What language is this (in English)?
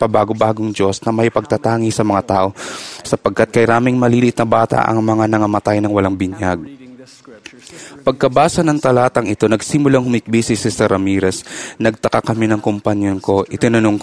Filipino